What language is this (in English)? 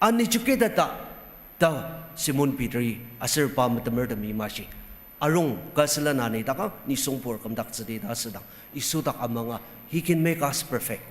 Ao Naga